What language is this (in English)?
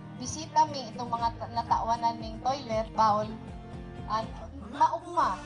Bikol